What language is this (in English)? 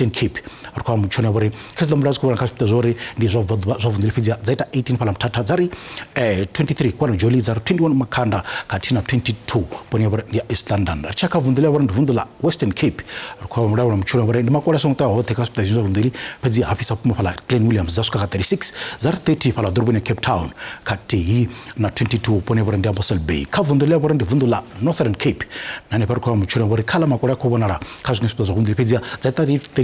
Venda